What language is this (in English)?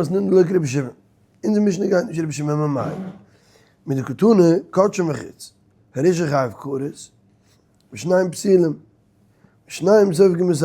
Yiddish